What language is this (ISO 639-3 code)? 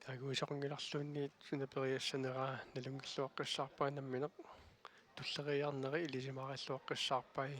kal